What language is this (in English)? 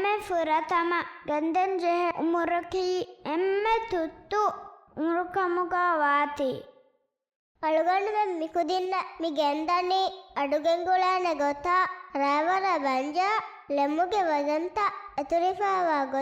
Divehi